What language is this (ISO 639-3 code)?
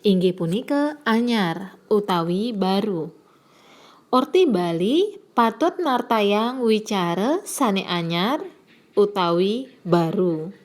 ban